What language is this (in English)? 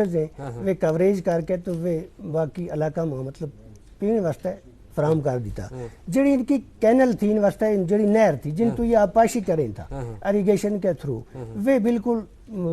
Gujari